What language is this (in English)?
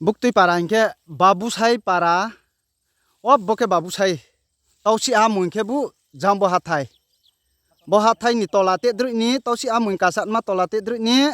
Riang (India)